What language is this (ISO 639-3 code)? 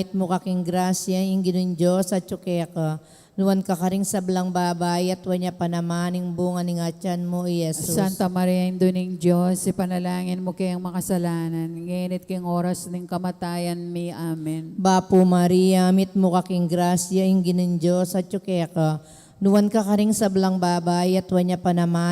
pam